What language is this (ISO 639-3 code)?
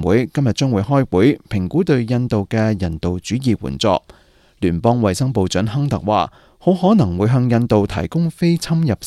yue